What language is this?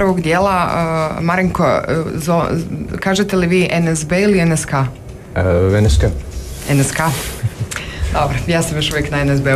Croatian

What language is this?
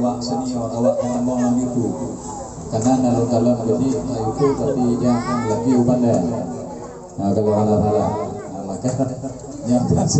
Achinese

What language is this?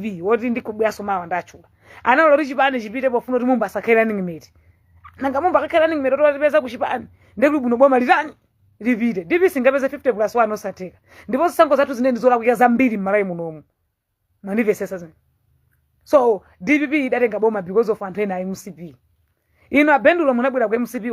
Nyanja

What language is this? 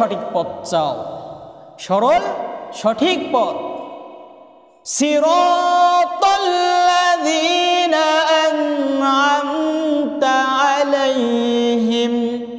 Bangla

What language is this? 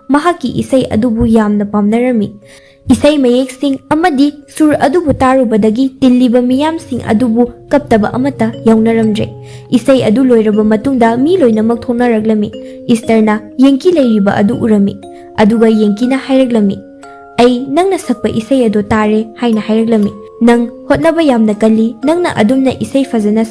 Manipuri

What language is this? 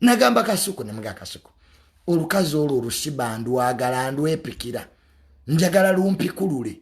Ganda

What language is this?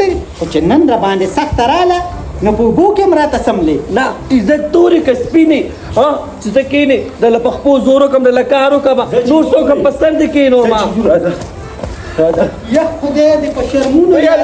Pashto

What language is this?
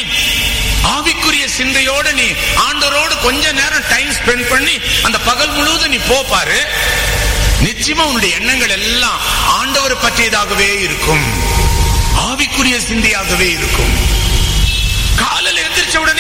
Tamil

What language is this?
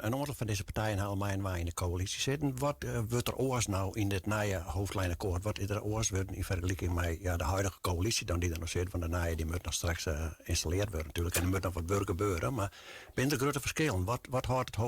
Western Frisian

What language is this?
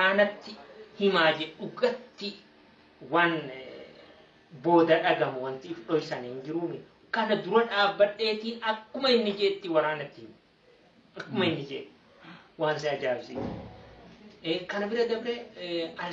Oromo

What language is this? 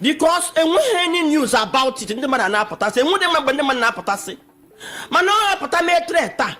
Igbo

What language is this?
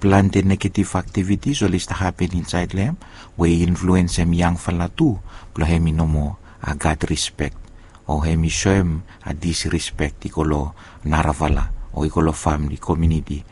Bislama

